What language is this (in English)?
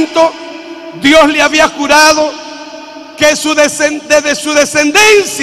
Spanish